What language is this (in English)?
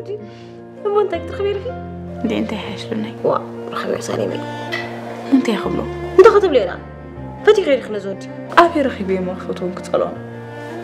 Tigrinya